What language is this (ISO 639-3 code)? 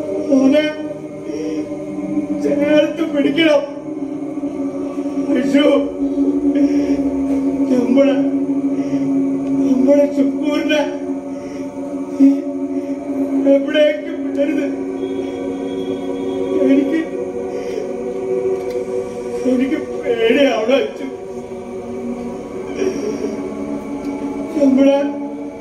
mal